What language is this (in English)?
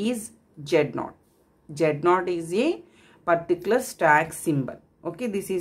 Telugu